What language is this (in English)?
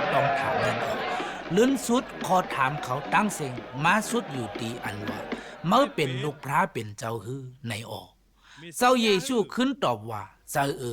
Shan